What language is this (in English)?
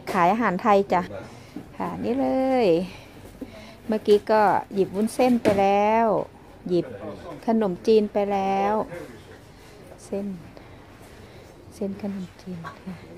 Thai